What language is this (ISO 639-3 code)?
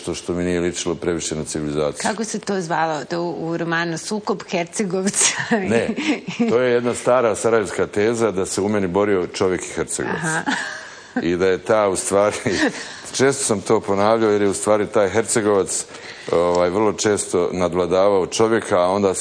bos